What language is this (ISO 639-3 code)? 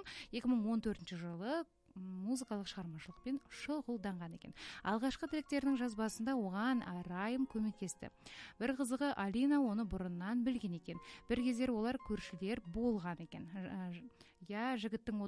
kaz